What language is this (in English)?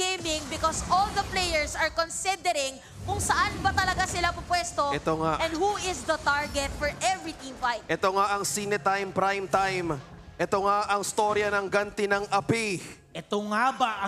Filipino